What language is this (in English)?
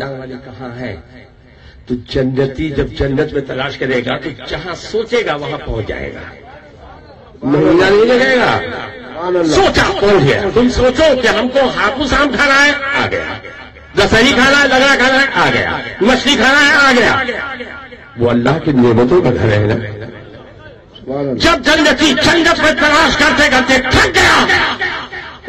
Urdu